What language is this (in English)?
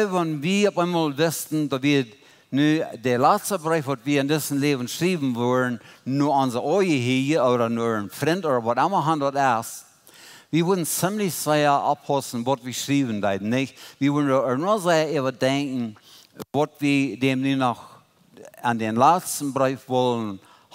Plautdietsch